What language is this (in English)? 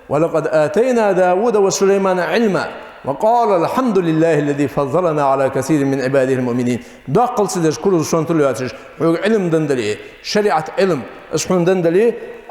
Ingush